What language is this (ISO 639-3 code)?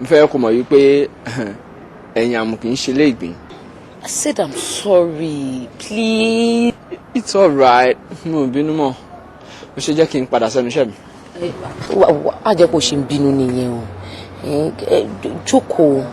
yor